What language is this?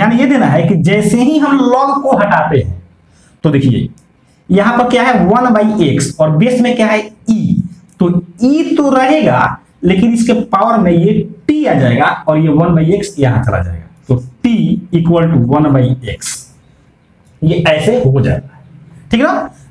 Hindi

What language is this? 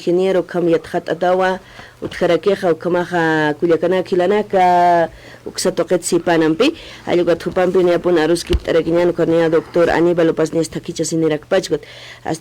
Aymara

